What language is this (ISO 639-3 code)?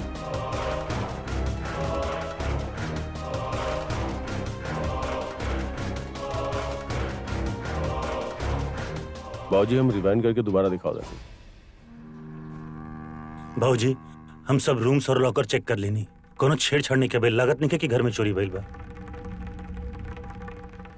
bho